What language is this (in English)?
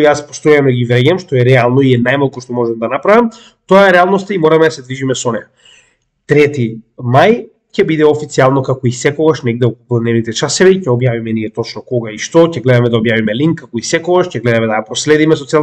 Macedonian